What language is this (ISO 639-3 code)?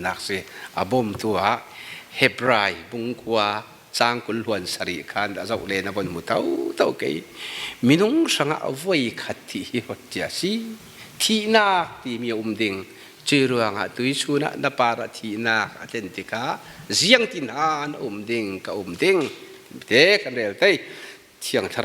cfm